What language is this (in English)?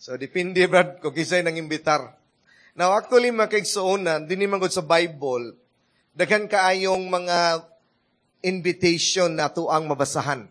Cebuano